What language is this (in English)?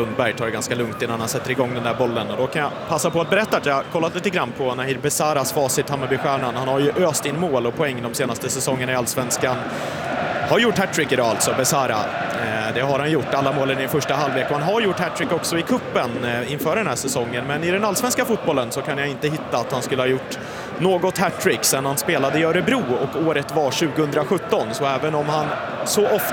Swedish